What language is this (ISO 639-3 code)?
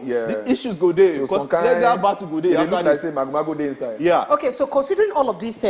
pcm